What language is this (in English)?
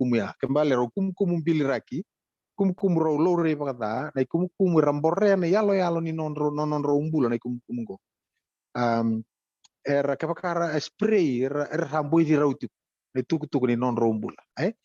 Fijian